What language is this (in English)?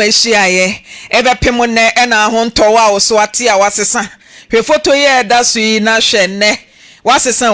Akan